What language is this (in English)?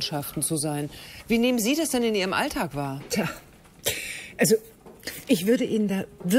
German